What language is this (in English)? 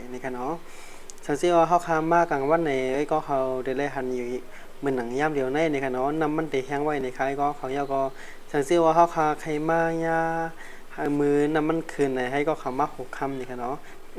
Shan